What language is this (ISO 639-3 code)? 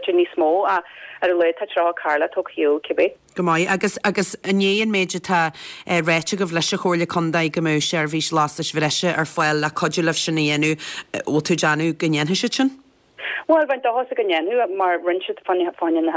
gle